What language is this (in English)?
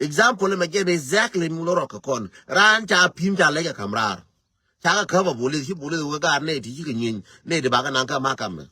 Nuer